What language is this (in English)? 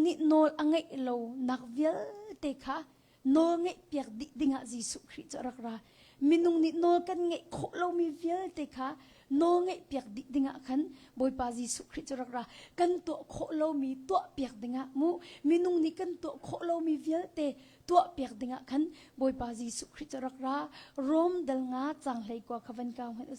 Hakha Chin